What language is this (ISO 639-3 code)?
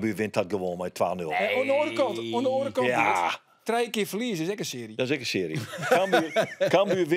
fry